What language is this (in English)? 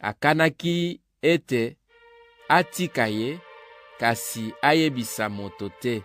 Lingala